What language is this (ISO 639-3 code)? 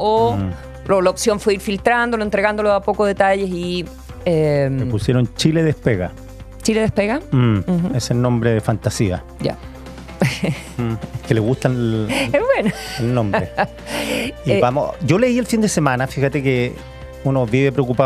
spa